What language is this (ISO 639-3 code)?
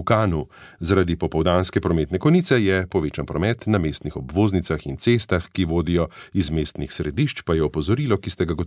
slv